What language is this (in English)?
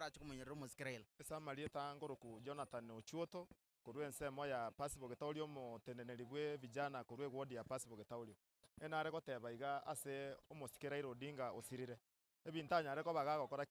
Gusii